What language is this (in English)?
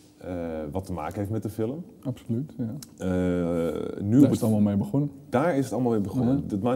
Dutch